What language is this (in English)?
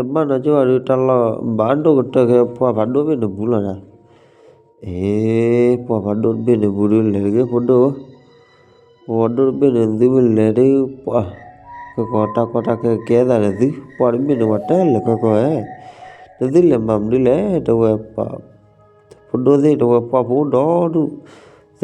S'gaw Karen